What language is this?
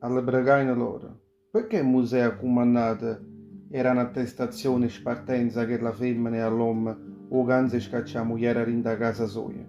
Neapolitan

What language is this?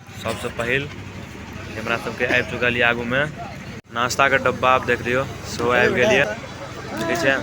Maithili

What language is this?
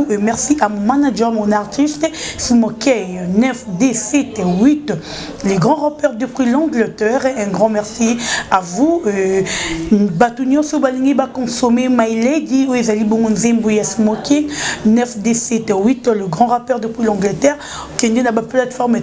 Lingala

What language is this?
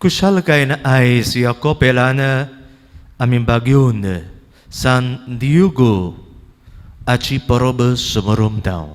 Konkani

